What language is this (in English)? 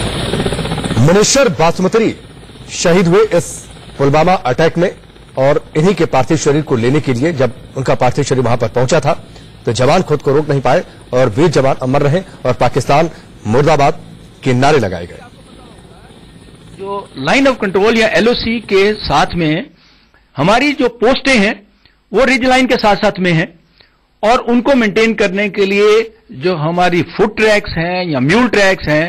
Hindi